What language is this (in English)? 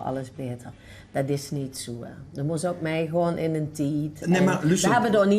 Limburgish